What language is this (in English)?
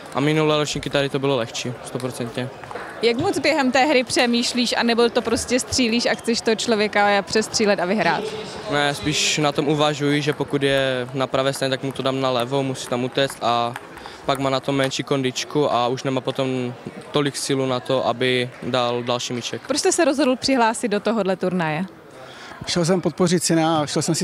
Czech